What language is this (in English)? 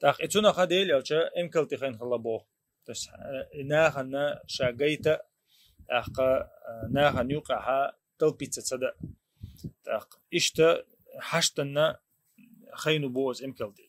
Chechen